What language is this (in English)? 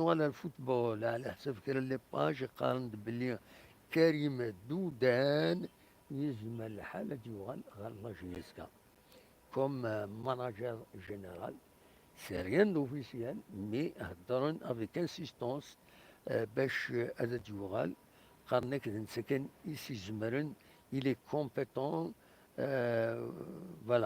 Kabyle